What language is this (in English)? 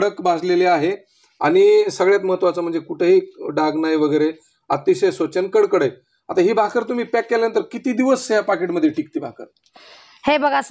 Marathi